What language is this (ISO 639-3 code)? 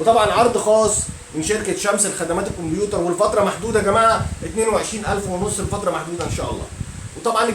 arz